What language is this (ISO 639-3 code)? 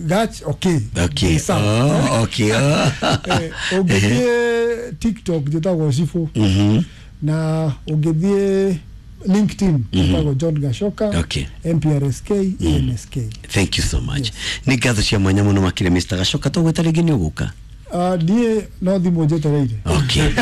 kik